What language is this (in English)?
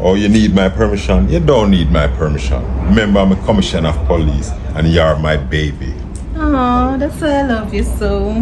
Jamaican Creole English